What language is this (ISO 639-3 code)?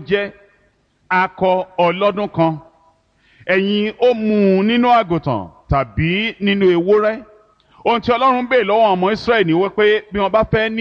yor